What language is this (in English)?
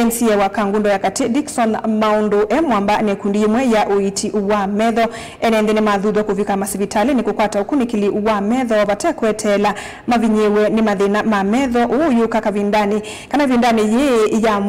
Kamba